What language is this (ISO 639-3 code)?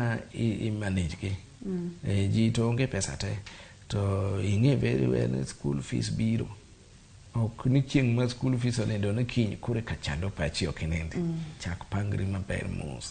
luo